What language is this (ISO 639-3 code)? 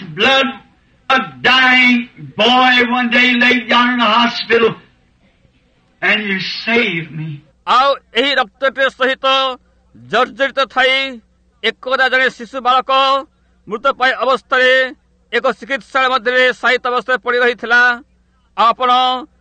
ori